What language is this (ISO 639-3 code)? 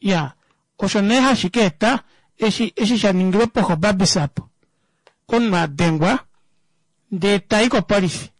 kua